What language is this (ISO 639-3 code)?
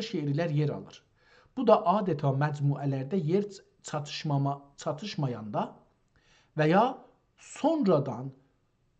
azb